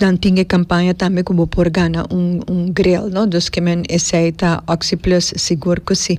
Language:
Papiamento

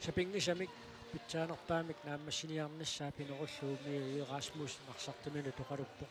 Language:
Kalaallisut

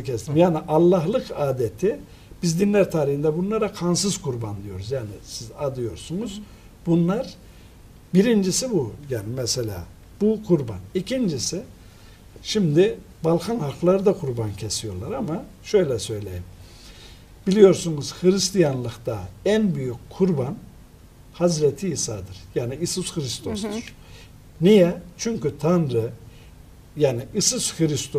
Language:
Turkish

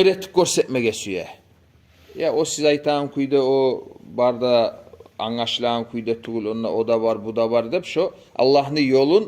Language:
Kumyk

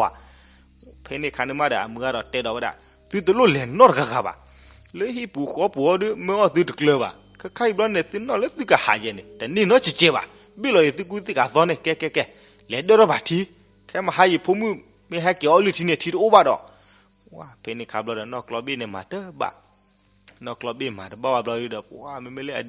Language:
S'gaw Karen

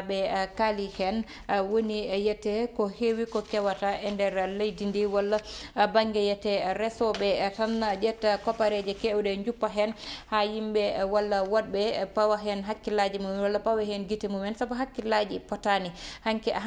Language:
Fula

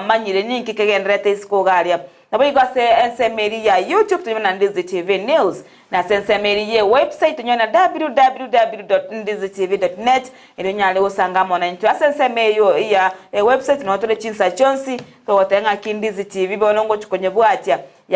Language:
Gusii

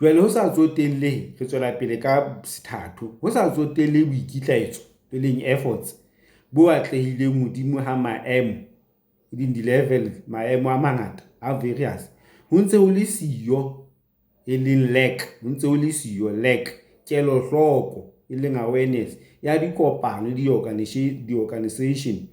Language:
Southern Sotho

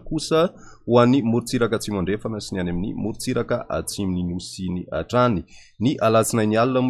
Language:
Malagasy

